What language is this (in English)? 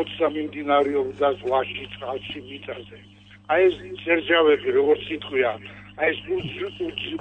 Georgian